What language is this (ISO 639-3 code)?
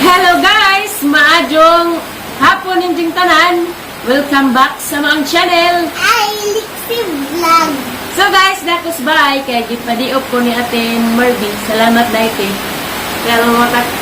ceb